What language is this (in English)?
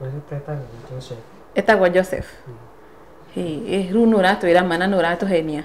Kikuyu